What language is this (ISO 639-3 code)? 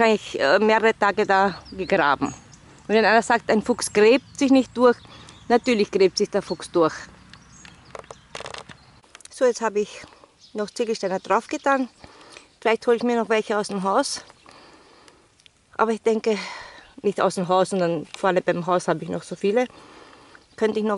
deu